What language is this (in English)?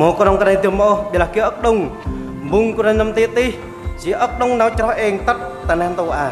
Central Mnong